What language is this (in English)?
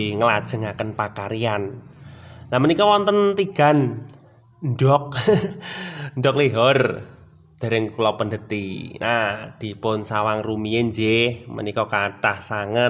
Javanese